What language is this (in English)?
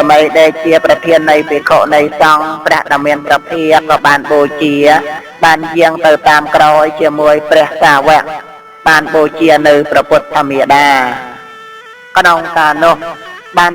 Khmer